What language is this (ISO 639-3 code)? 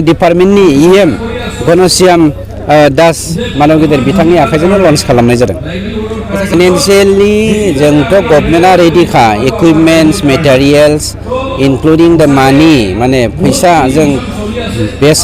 brx